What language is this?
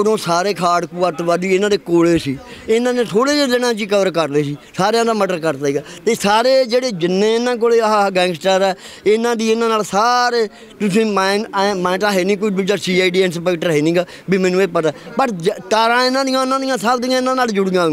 Punjabi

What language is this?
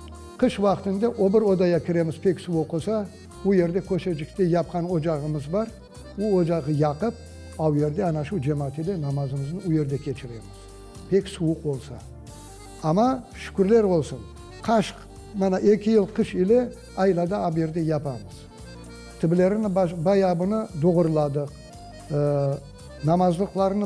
Crimean Tatar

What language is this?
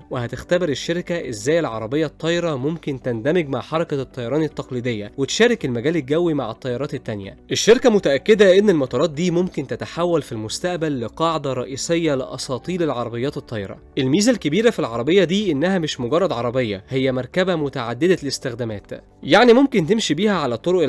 Egyptian Arabic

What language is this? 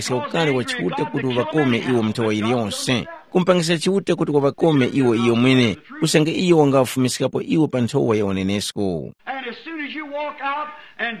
Tumbuka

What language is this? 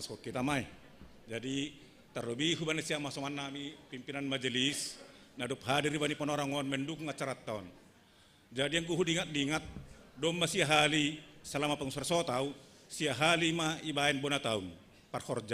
Batak Simalungun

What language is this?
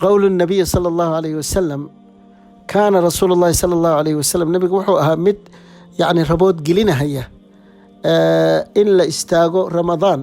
Somali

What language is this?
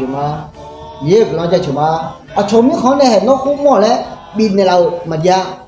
Akha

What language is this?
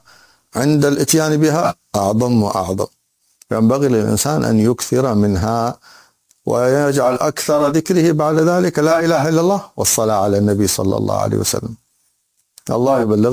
Arabic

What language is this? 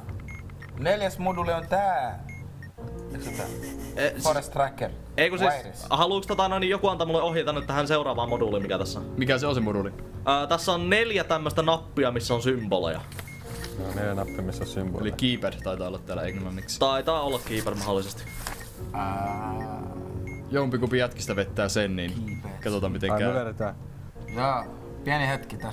Finnish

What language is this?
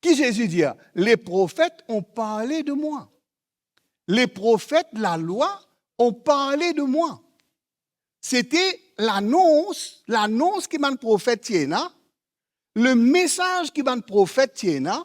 Morisyen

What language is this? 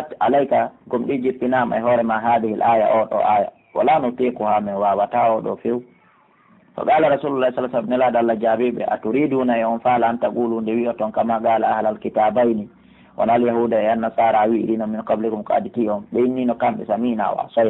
Pular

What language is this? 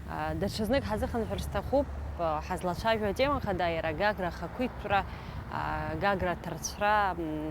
Abkhazian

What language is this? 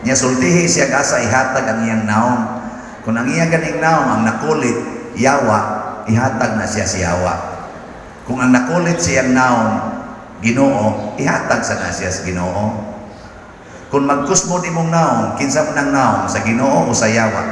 Cebuano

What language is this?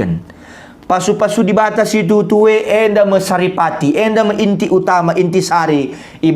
Batak Karo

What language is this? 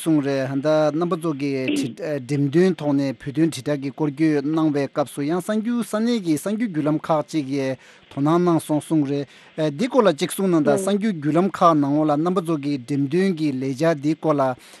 Tibetan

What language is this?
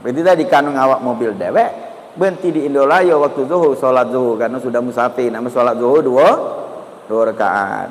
Musi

